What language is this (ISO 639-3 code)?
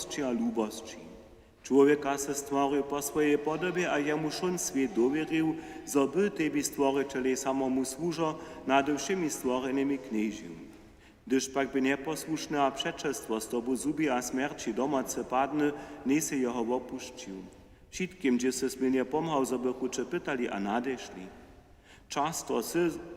hsb